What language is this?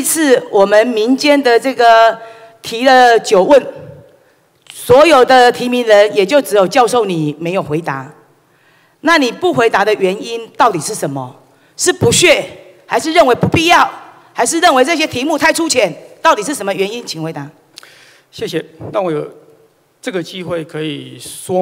Chinese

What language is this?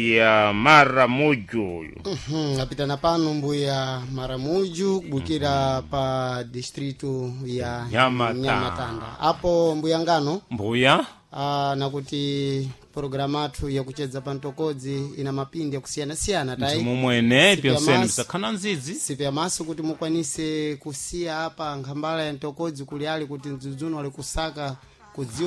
Sena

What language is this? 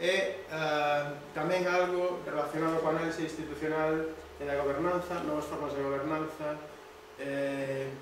Galician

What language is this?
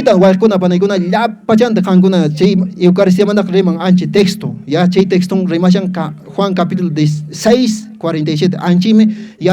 Quechua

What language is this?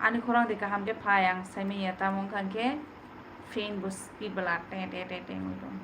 Kok Borok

